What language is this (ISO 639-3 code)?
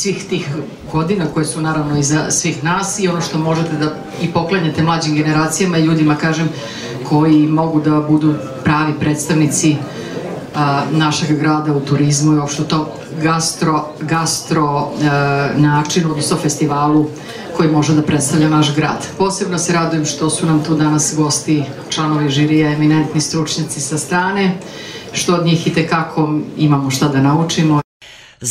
srp